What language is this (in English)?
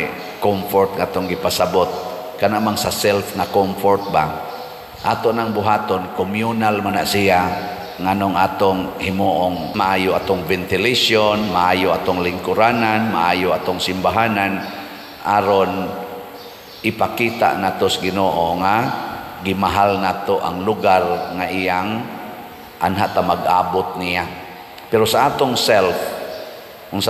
Cebuano